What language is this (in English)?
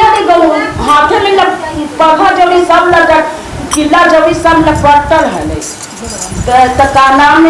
Magahi